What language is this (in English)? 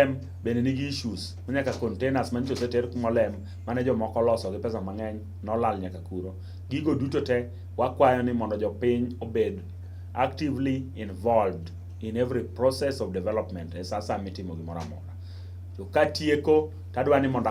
Luo (Kenya and Tanzania)